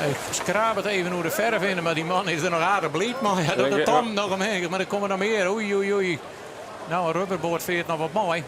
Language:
Western Frisian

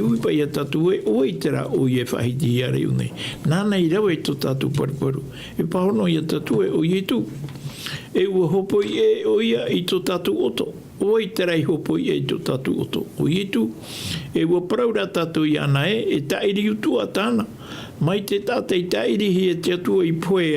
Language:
Tahitian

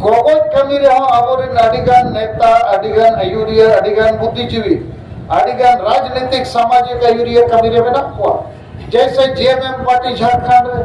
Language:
Santali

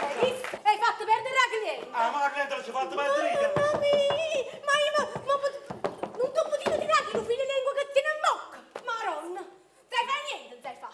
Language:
Neapolitan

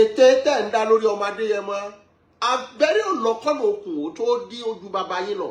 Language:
Yoruba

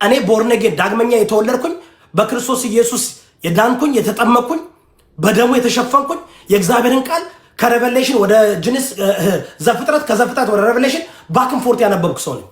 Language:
Amharic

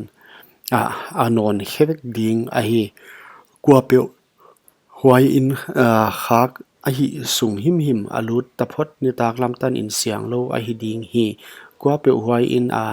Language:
Paite Chin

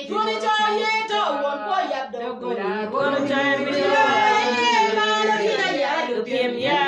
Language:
Acoli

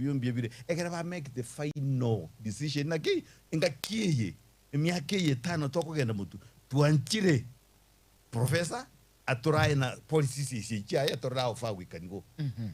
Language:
Gusii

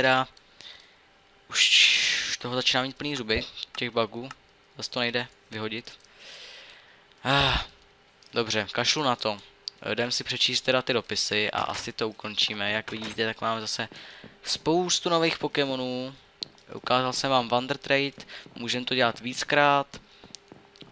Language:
Czech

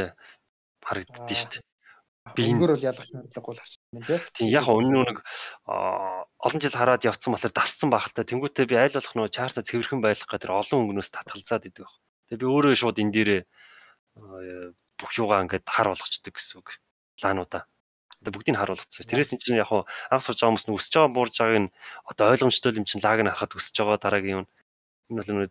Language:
Mongolian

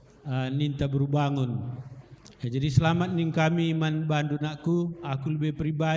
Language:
Batak Karo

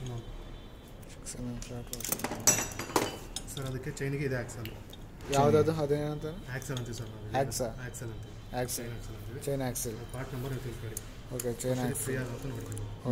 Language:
Kannada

